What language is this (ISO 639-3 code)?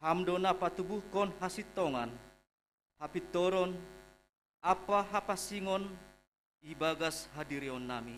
bts